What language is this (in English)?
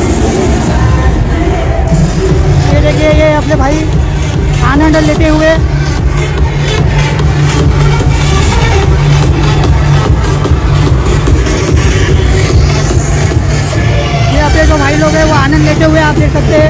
Hindi